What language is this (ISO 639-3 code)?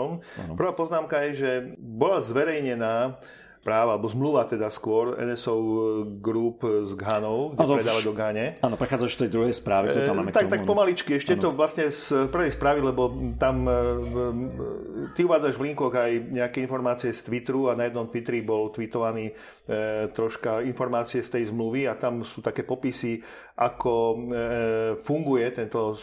slk